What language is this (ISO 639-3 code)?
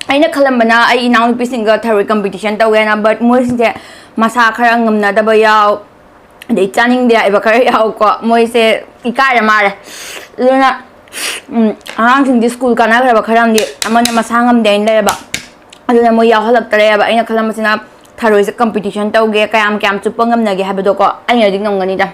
mni